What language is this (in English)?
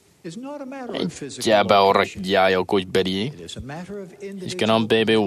Marshallese